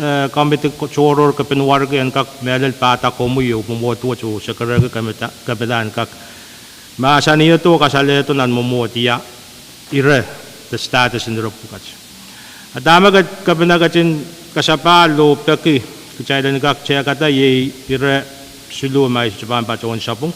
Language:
Pohnpeian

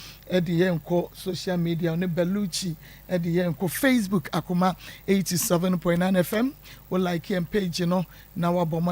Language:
Akan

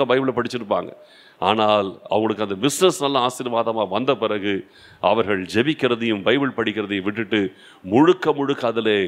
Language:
Tamil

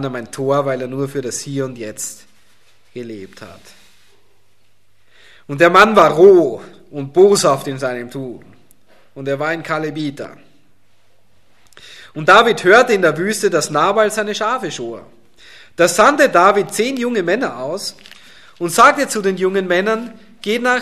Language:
German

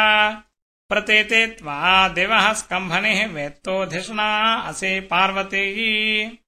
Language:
Sanskrit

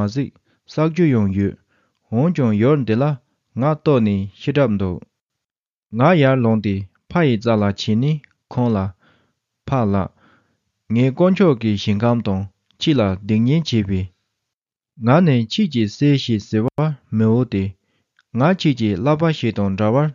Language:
Tibetan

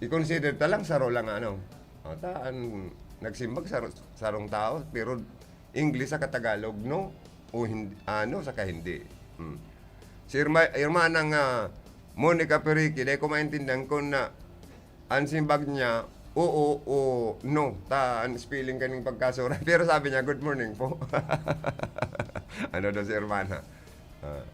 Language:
Bikol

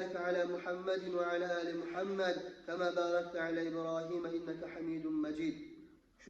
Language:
Kumyk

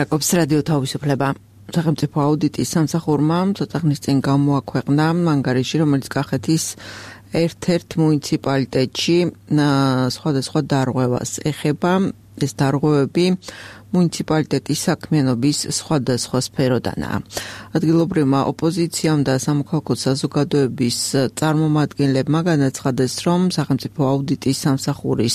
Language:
Georgian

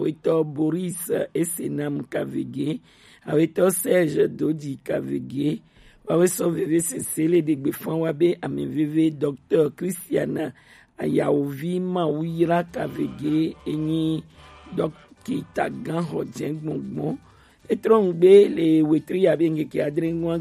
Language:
Gen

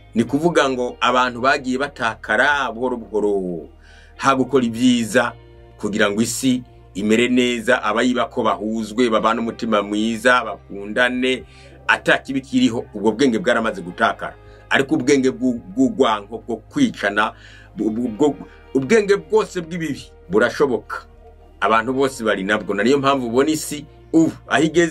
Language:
Rundi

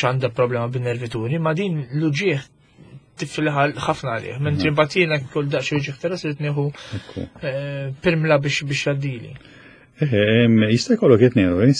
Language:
Maltese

